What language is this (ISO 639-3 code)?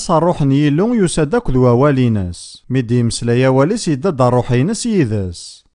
kab